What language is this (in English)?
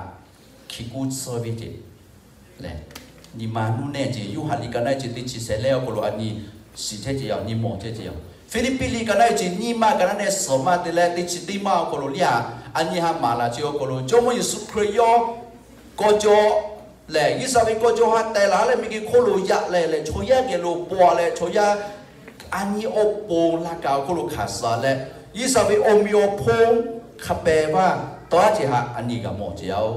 Lahu